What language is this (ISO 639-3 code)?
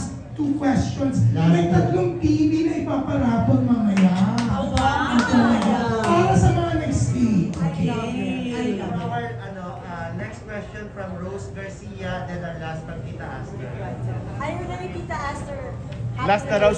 fil